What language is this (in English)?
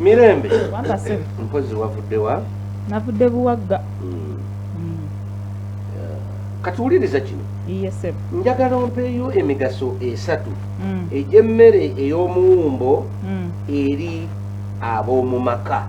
Ganda